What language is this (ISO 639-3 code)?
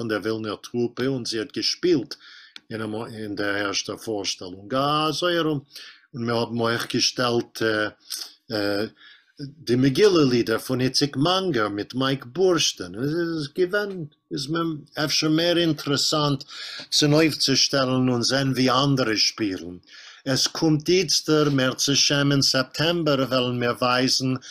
yid